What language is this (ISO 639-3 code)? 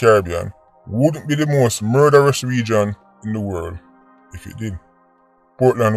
jam